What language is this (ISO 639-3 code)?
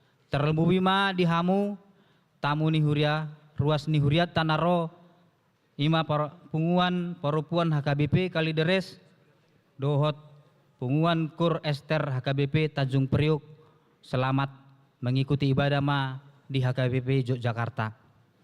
bbc